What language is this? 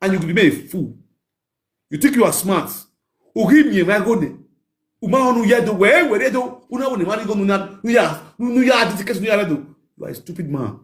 Nigerian Pidgin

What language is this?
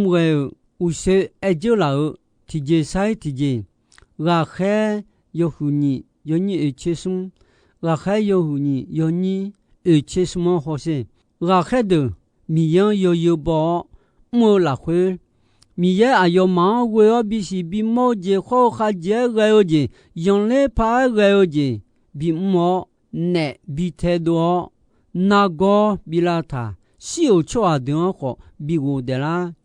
Akha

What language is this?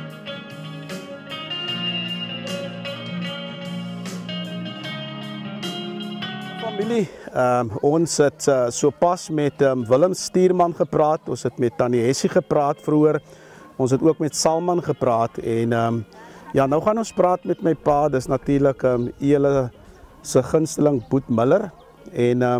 Afrikaans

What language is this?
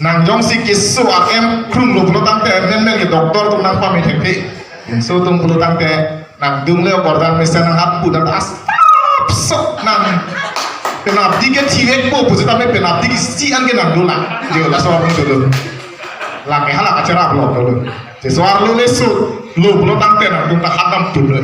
Karbi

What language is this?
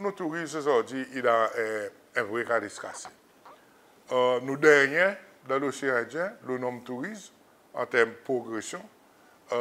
Seselwa Creole French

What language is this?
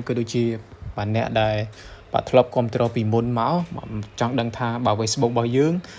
Khmer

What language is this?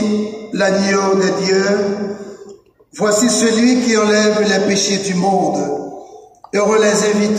French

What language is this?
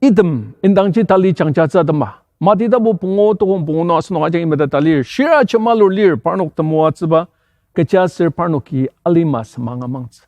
Ao Naga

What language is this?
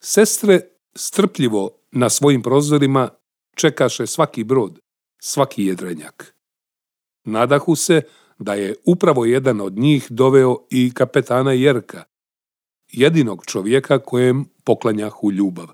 Serbian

